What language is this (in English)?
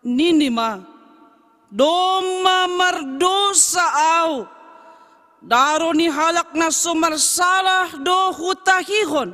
Batak Simalungun